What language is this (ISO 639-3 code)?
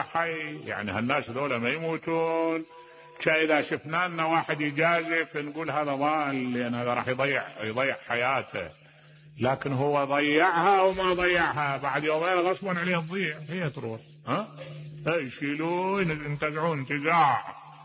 acm